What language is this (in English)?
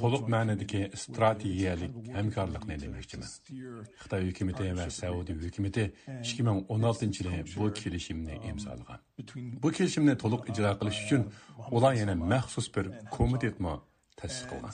Uyghur